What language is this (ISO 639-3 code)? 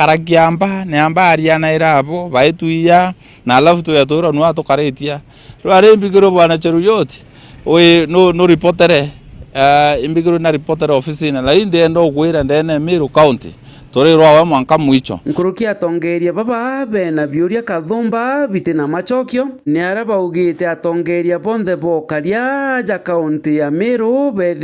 mer